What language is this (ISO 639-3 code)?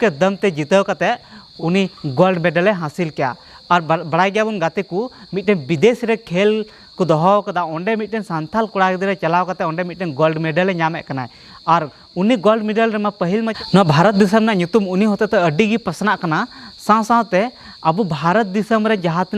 sat